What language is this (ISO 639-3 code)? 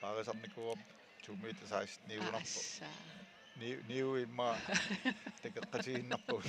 kal